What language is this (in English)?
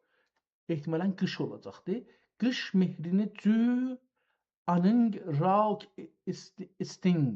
South Azerbaijani